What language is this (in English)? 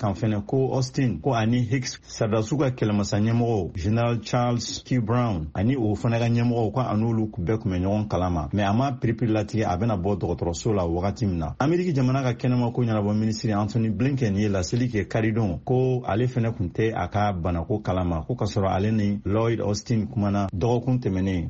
Bambara